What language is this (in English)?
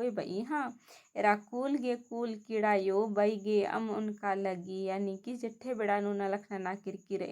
Kurukh